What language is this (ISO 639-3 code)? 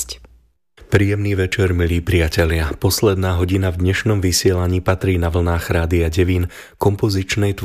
slk